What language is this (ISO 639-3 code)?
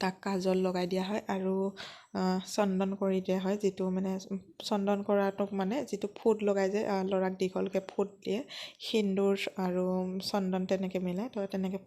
asm